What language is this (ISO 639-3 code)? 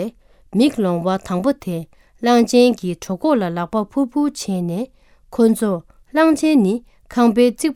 bod